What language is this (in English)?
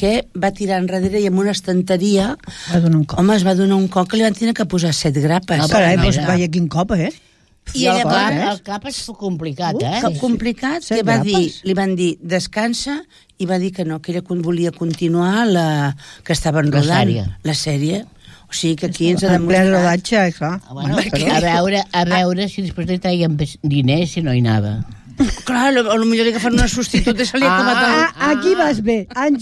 Catalan